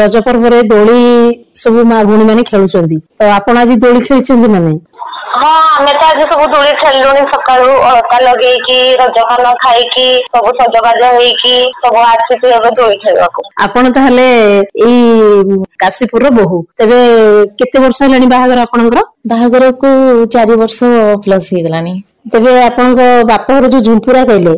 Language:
Odia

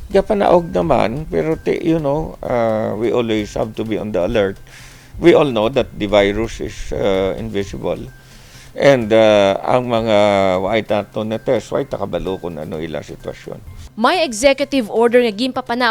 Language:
Hiligaynon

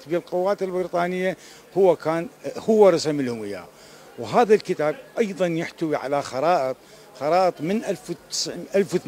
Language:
Mesopotamian Arabic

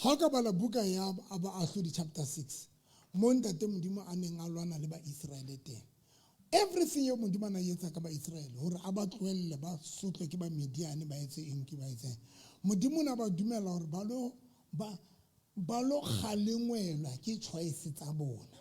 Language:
Southern Sotho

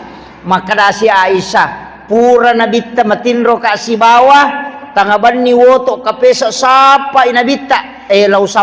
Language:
Buginese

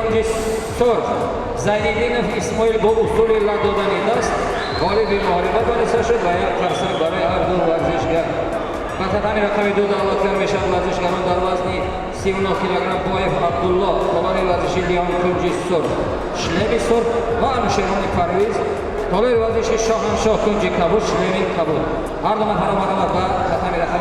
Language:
Tajik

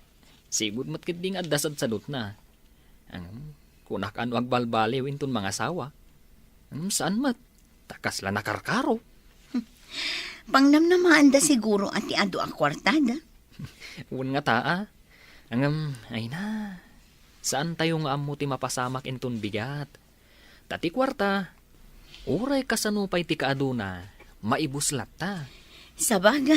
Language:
Iloko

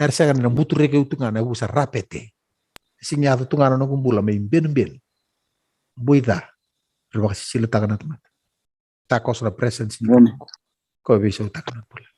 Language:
Fijian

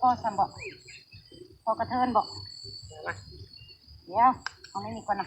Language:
Northeastern Thai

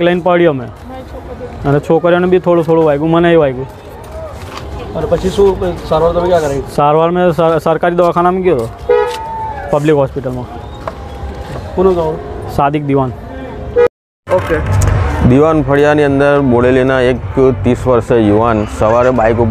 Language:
Gujarati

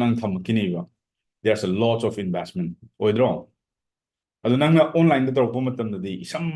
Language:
Manipuri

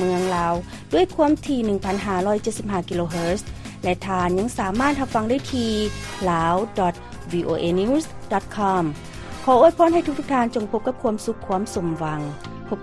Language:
Lao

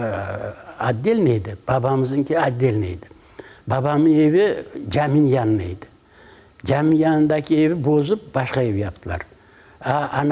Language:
Crimean Tatar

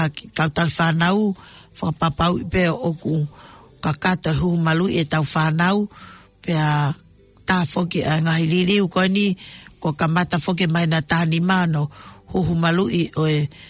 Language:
Tongan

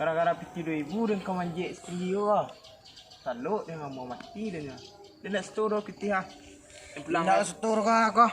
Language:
Minangkabau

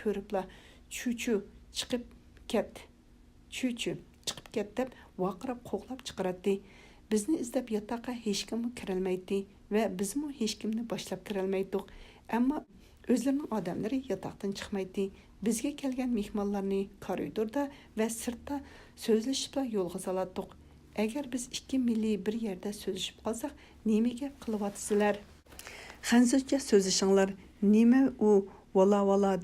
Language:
Uyghur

